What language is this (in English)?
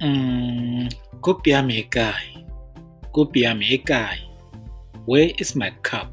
Tswana